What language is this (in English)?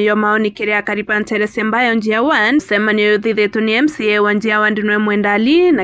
Meru